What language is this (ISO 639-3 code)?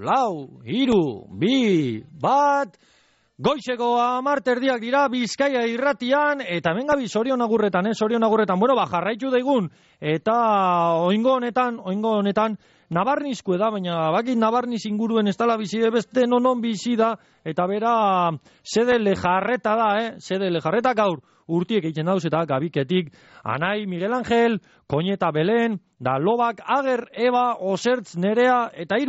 eus